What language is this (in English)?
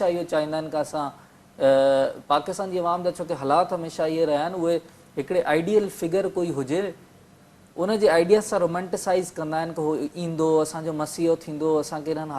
Sindhi